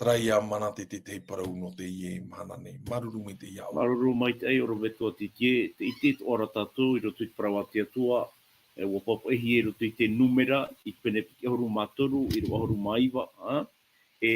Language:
Tahitian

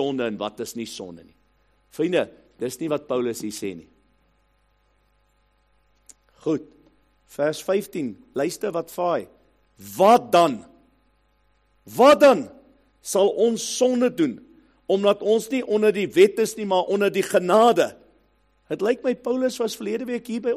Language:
Afrikaans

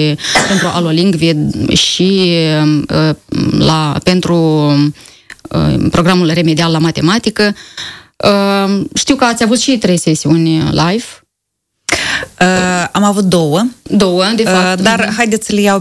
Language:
Romanian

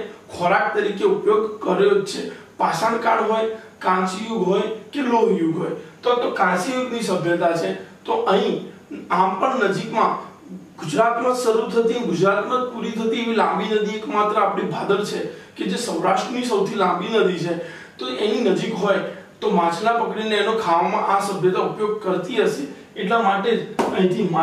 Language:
Gujarati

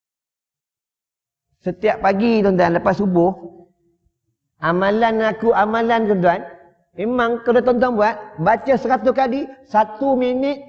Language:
Malay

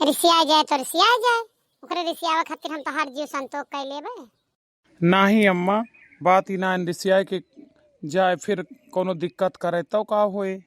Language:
Awadhi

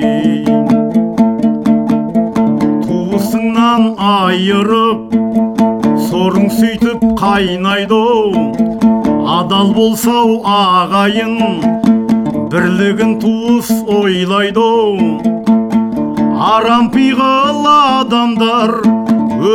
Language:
Kazakh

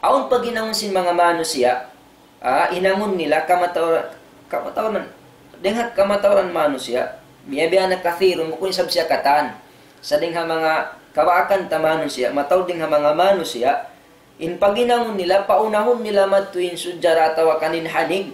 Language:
Tausug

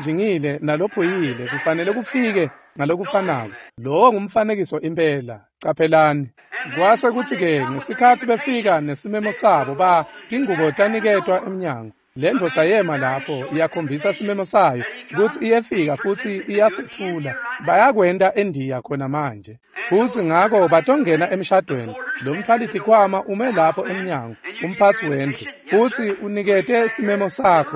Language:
Swati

